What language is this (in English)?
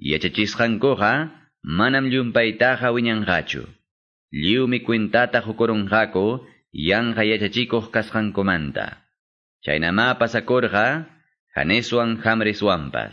Quechua